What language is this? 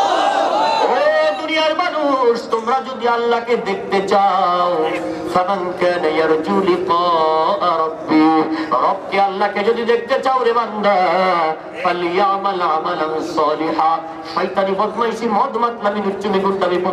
Bangla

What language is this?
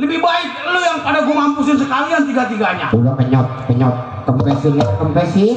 Betawi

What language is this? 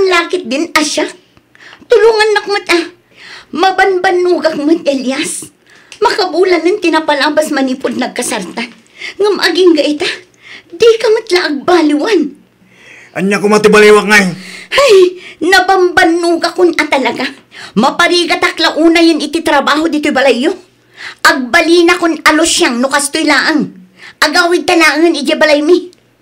Iloko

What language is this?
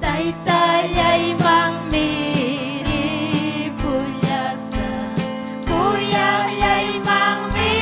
Ayacucho Quechua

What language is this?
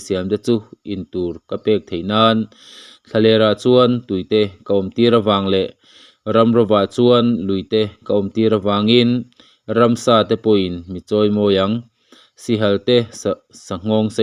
Mizo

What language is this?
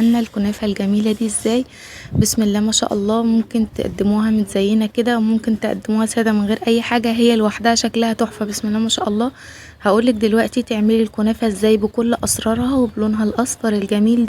Egyptian Arabic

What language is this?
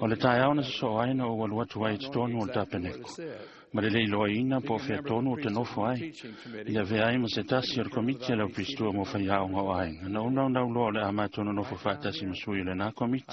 Samoan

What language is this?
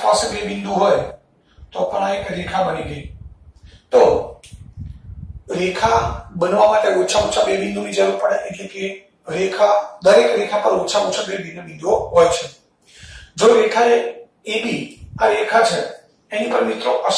Gujarati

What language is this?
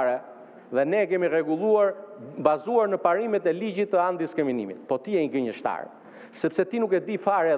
Albanian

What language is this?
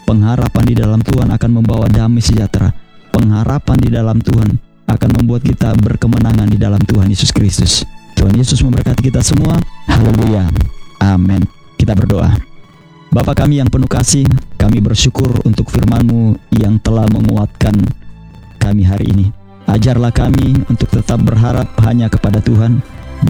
Indonesian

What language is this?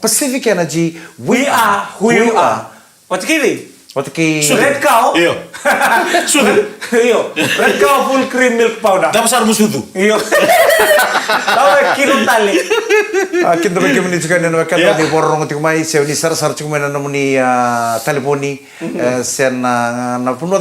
Fijian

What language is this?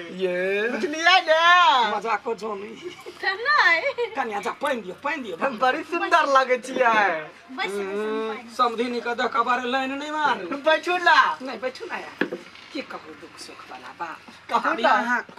Maithili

